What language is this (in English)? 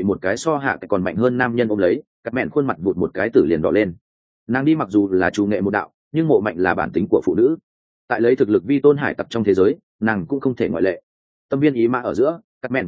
Vietnamese